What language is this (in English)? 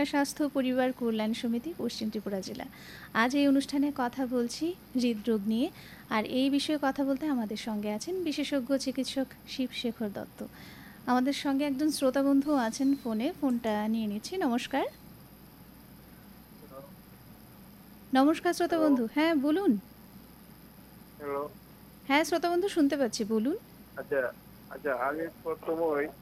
Bangla